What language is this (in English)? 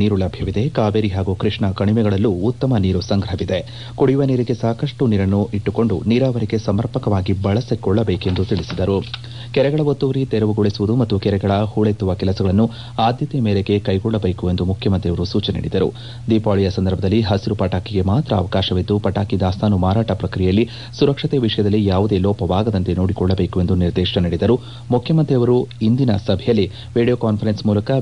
Kannada